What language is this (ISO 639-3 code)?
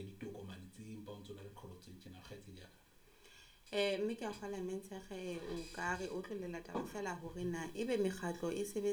sot